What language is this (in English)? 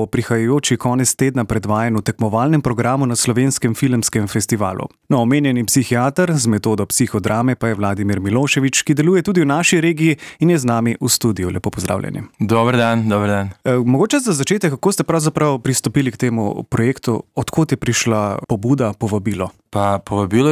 Slovenian